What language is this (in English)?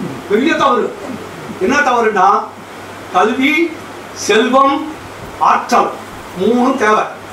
Tamil